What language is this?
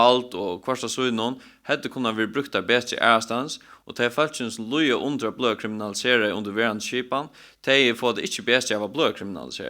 Faroese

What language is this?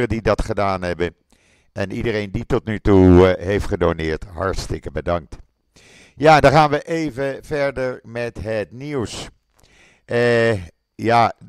Dutch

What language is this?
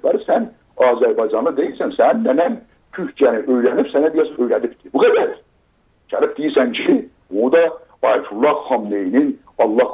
South Azerbaijani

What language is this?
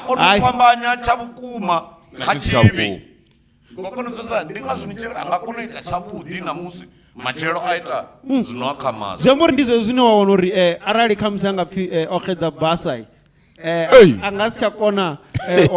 Venda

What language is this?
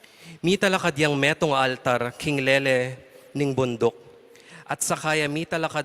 Pampanga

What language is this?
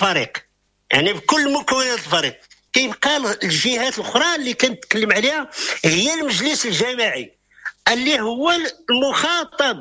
Moroccan Arabic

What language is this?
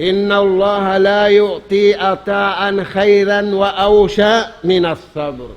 Tausug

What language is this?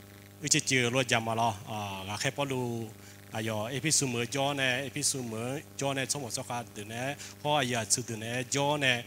Akha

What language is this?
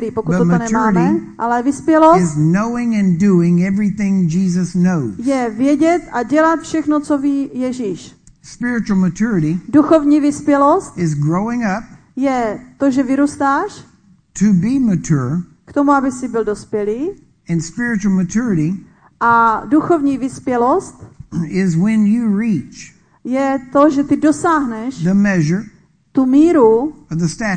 Czech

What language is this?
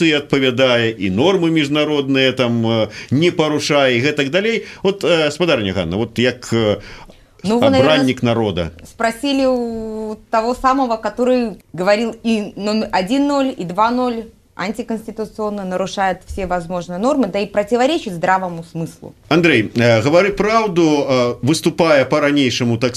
Belarusian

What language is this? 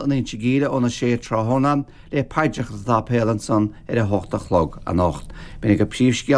Irish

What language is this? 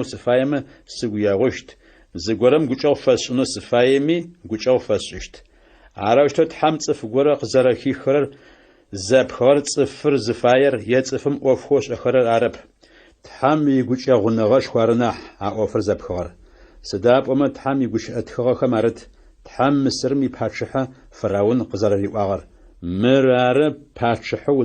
Adyghe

